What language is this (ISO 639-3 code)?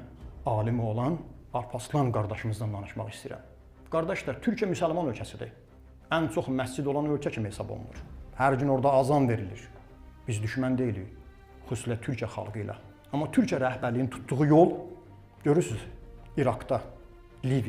aze